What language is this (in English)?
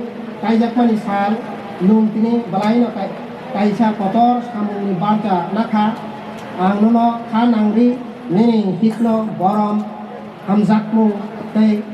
Kok Borok